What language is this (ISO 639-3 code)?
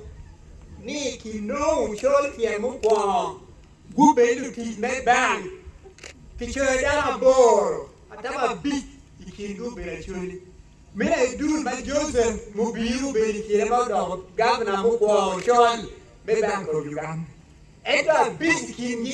ach